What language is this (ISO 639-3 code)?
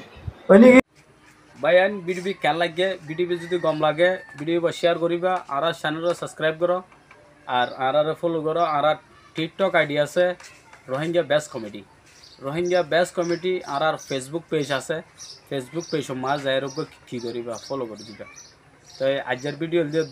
rhg